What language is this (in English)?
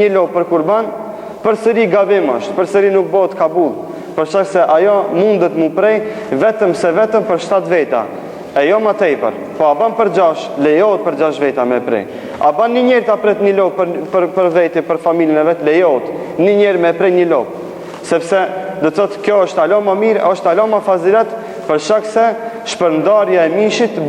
Albanian